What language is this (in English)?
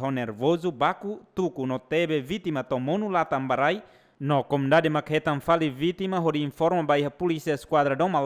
Tetum